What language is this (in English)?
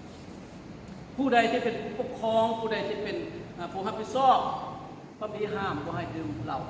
Lao